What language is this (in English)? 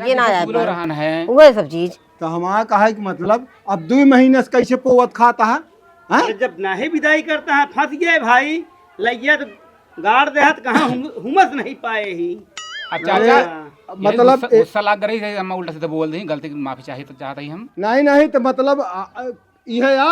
Awadhi